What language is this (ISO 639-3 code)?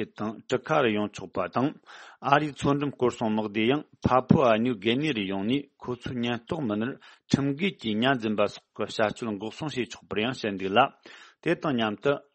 bod